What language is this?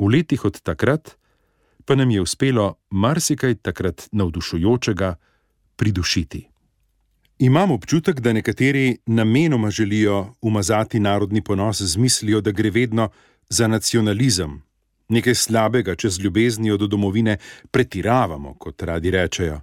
Slovenian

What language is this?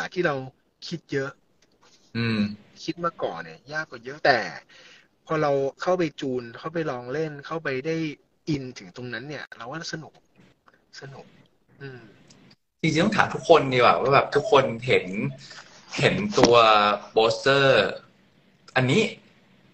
Thai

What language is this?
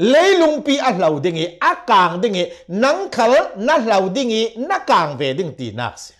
Hakha Chin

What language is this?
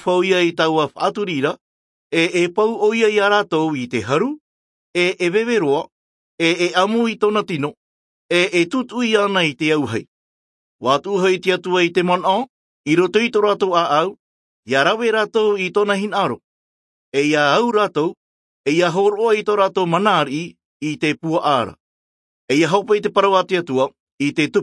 Tahitian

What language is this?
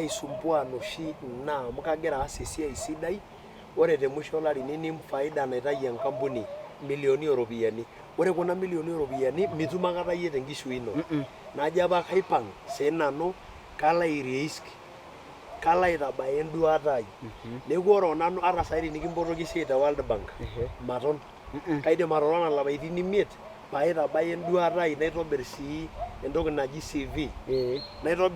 Masai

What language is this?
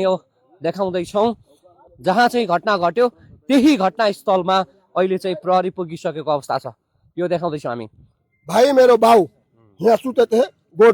Nepali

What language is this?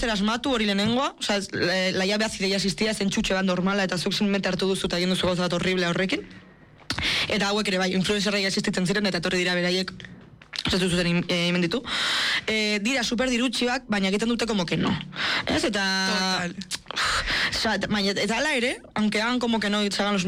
Basque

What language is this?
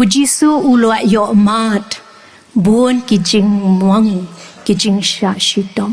Khasi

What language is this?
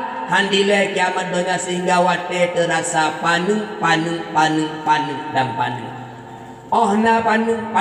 Achinese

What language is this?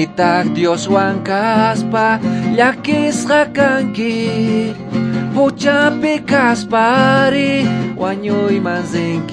South Bolivian Quechua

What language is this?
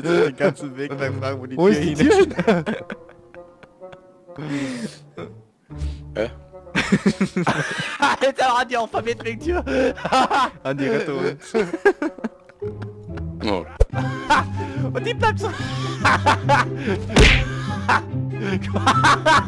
German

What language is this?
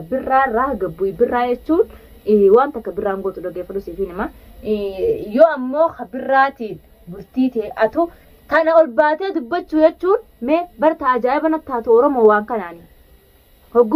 Oromo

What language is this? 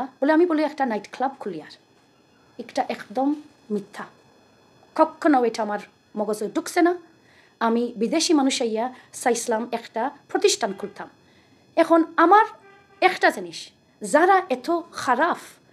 Sylheti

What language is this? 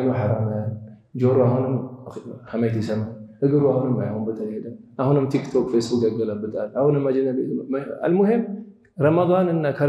Amharic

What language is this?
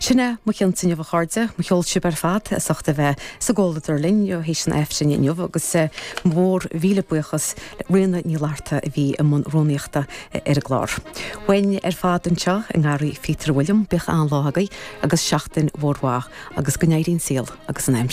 Irish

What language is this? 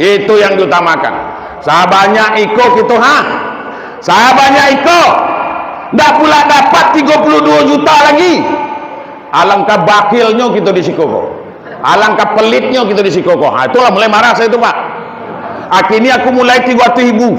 Minangkabau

